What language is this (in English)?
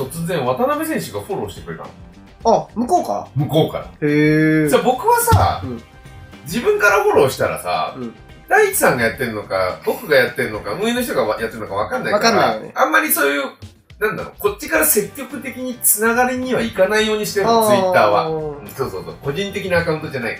Japanese